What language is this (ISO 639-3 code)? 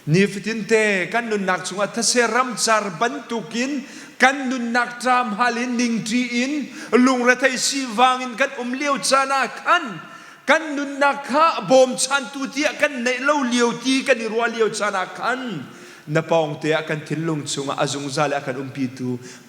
cnh